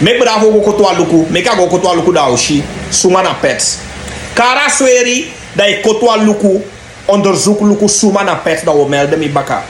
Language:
Sranan Tongo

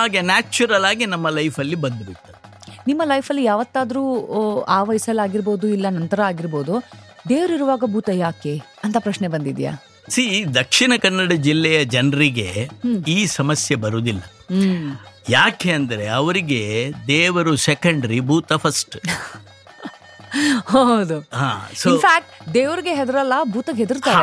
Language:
Kannada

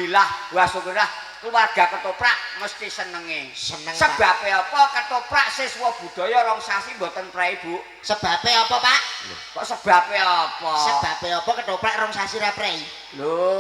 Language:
Javanese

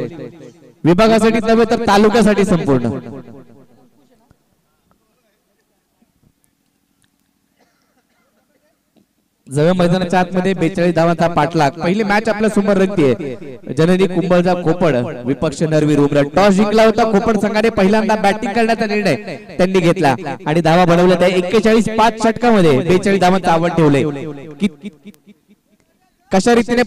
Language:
Marathi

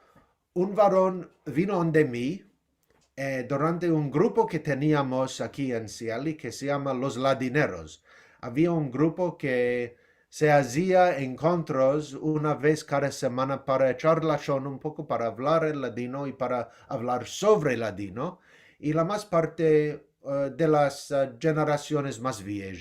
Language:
Ladino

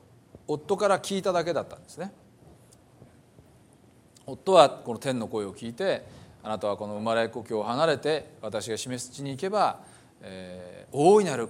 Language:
Japanese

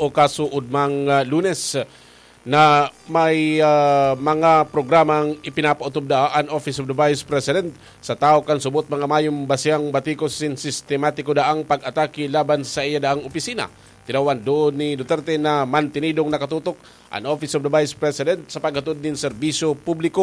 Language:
Bikol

